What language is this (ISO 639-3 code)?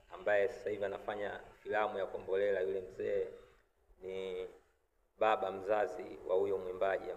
swa